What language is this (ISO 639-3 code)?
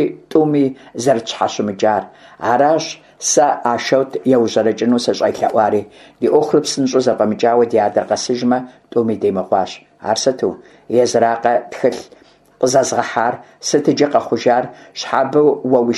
kbd